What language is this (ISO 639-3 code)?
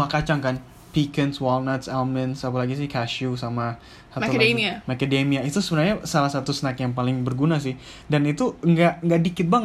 ind